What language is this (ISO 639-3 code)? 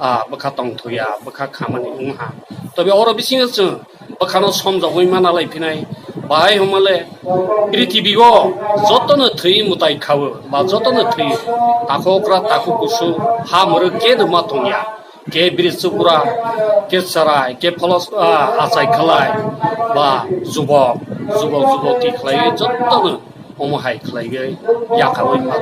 trp